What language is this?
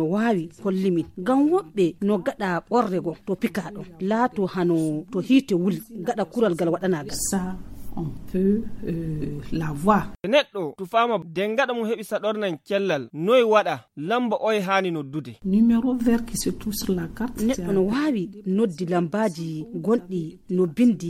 Nigerian Fulfulde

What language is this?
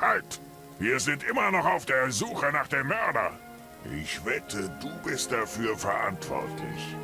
Bavarian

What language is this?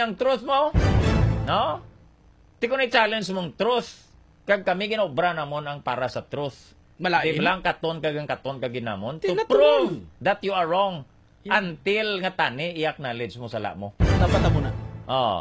Hiligaynon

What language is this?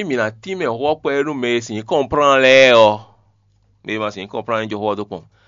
Fon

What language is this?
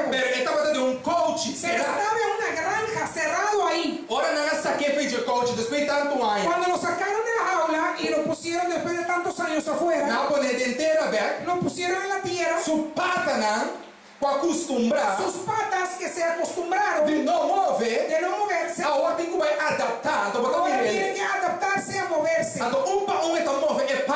Papiamento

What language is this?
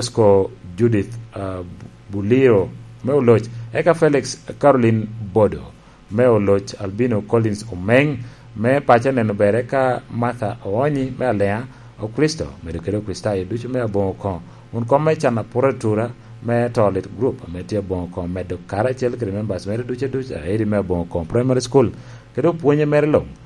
Lango (Uganda)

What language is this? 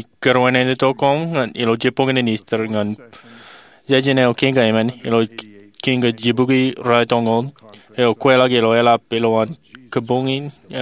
Marshallese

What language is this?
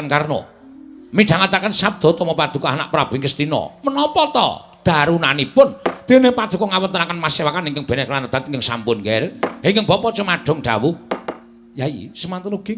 Javanese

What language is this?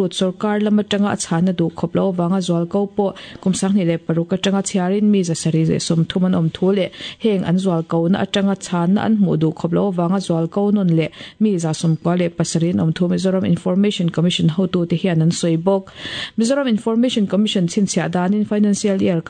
Mizo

